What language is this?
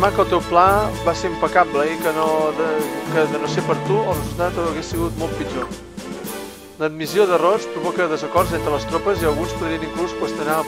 Catalan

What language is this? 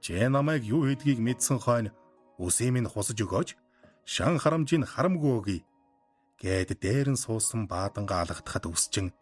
Mongolian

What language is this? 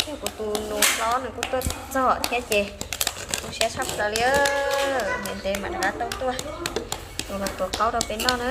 Hmong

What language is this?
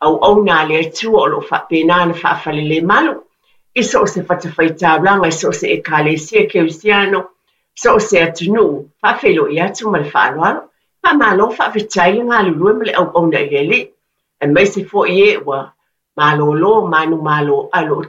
Samoan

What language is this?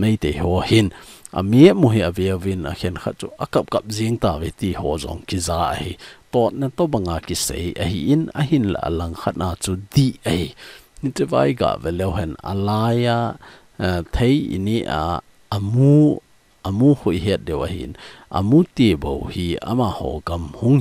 Thado Chin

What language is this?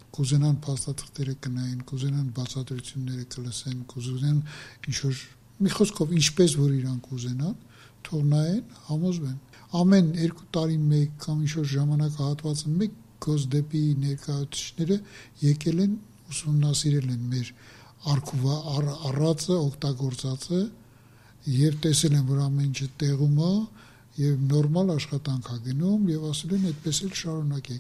Armenian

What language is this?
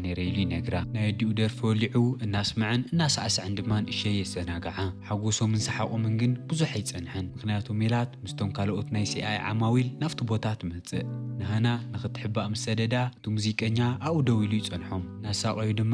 Tigrinya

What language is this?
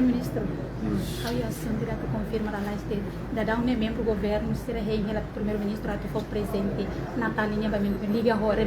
Tetum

